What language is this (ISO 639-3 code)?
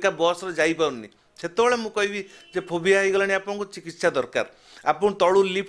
ori